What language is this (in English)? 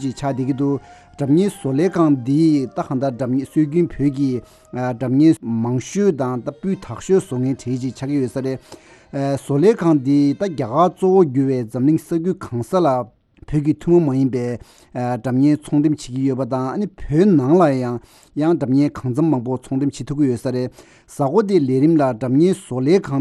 Tibetan